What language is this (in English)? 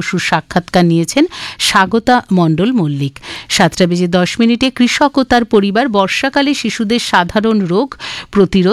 Bangla